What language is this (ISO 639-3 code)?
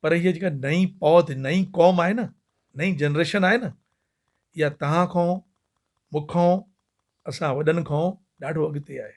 snd